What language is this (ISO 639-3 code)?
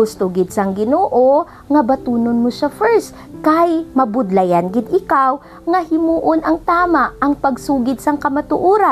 hil